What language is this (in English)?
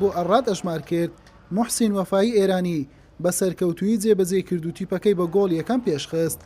Central Kurdish